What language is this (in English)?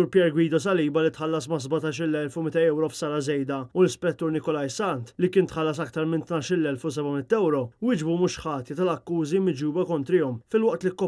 Maltese